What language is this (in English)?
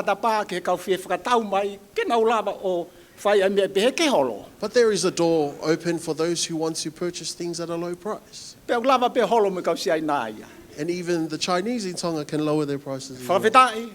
Tongan